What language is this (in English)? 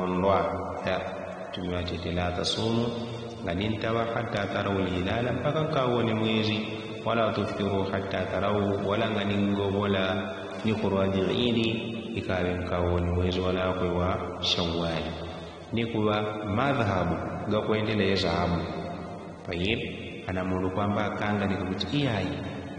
Yao